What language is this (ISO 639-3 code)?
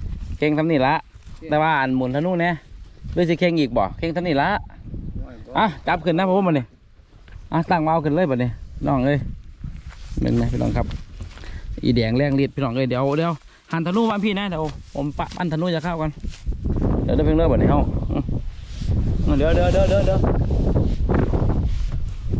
tts